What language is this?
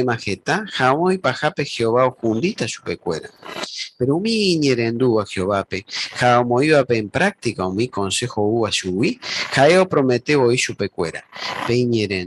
Guarani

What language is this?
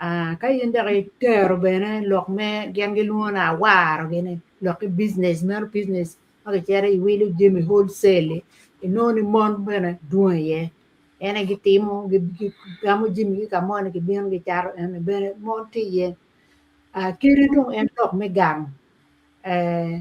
Acoli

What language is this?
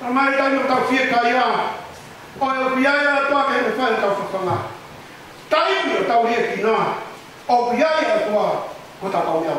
Tongan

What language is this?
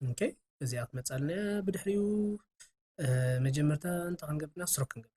Tigrinya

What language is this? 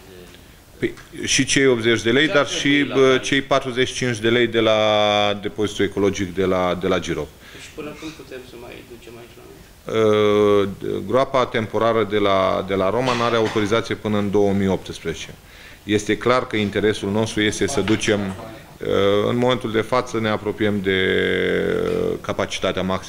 Romanian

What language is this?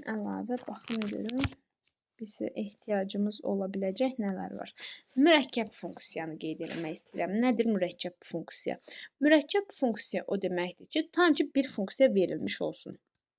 Azerbaijani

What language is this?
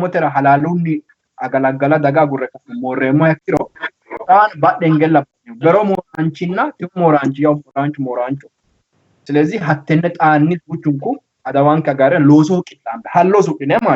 Sidamo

